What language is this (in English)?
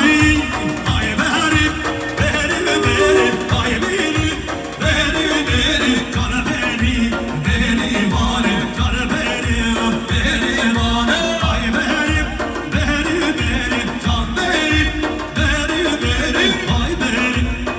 Kurdish